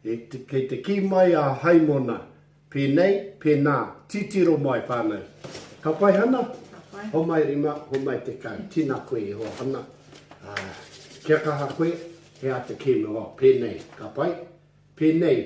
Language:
Māori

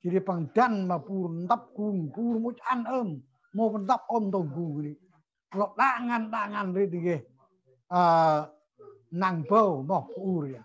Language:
Central Mnong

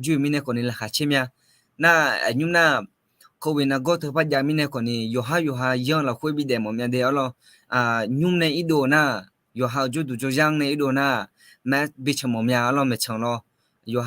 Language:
Akha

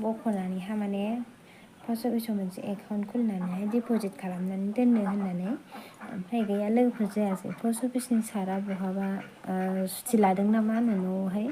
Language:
Bodo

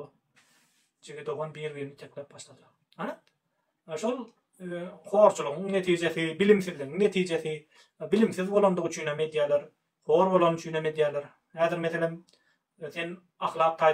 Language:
Turkmen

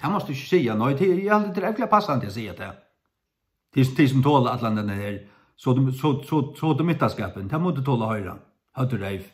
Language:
Faroese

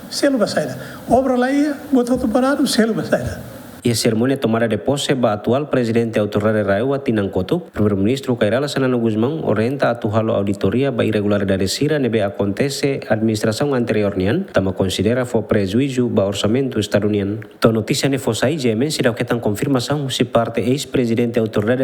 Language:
Tetum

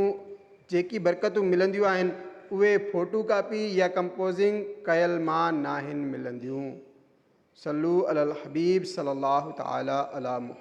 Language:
Sindhi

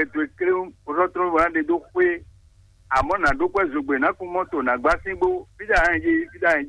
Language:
Fon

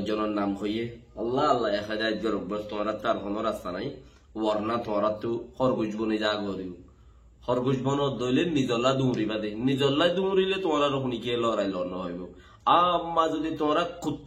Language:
Rohingya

